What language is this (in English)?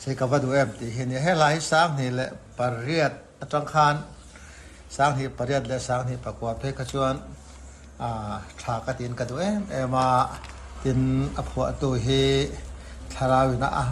Mizo